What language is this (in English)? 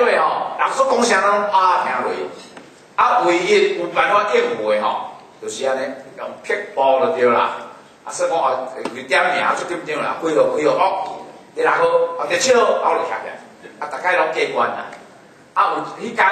Min Nan Chinese